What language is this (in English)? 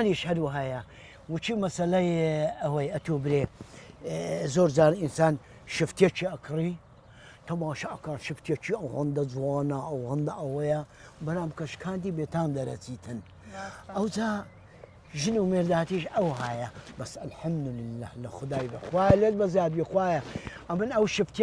Central Kurdish